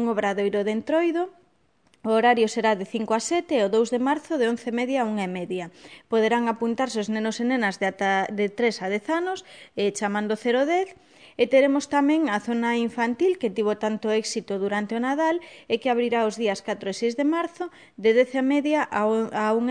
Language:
Galician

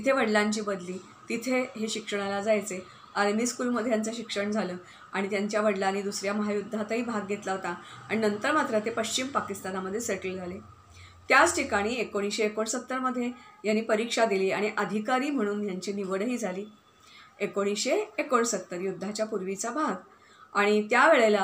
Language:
Marathi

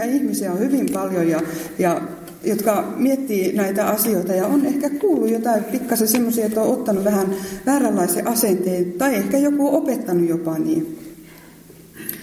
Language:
Finnish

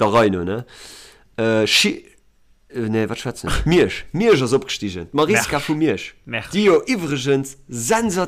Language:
Luxembourgish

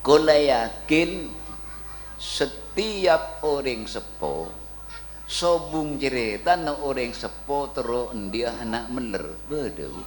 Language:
Madurese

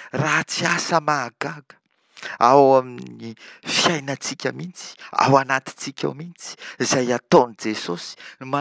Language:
Malagasy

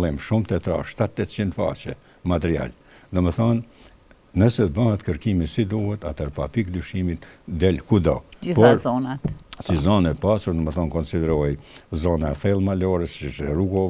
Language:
Albanian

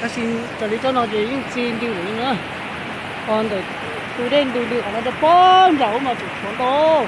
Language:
Hmong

